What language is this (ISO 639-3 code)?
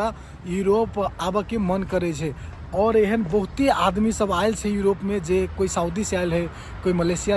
mai